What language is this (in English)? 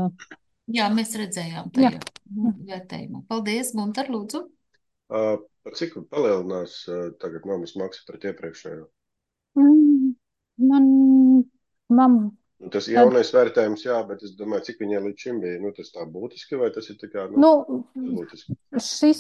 Latvian